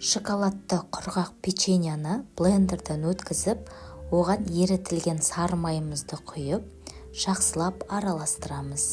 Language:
Kazakh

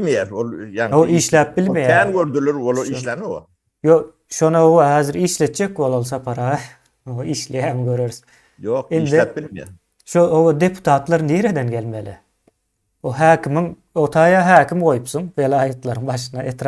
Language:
Turkmen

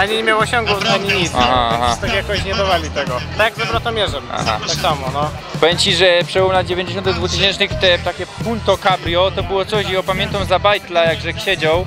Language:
Silesian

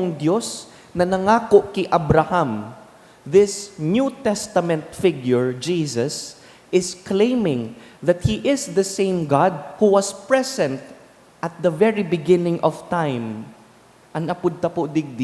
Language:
Bikol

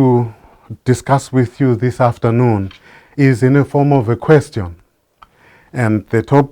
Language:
English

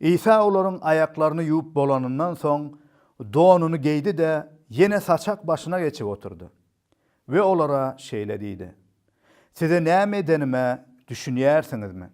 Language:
Turkmen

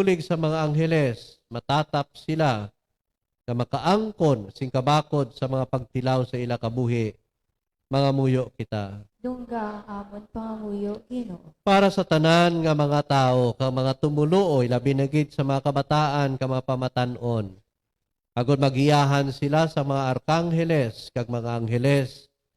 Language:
Hiligaynon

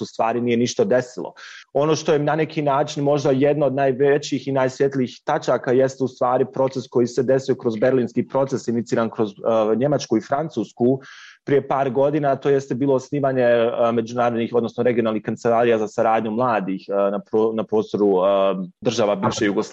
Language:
Bosnian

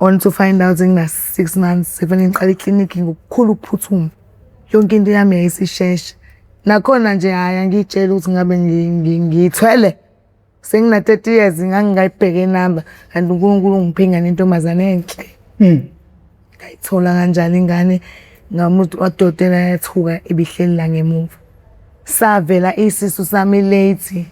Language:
Zulu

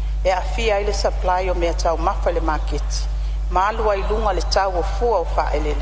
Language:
Samoan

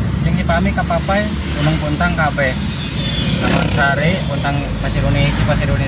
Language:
Sundanese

